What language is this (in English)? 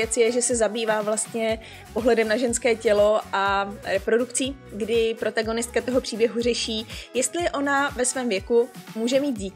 Czech